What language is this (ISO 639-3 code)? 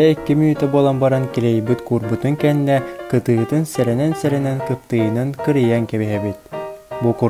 sah